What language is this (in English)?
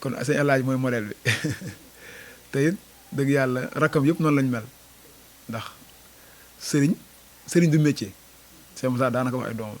Wolof